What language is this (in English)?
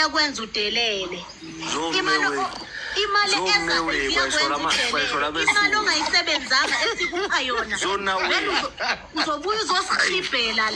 Zulu